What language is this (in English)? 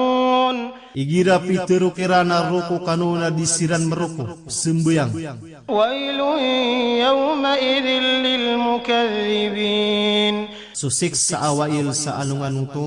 Maranao